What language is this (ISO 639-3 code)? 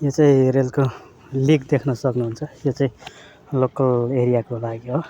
nep